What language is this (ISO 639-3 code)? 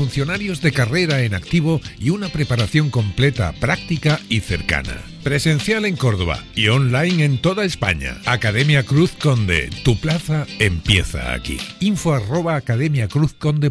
spa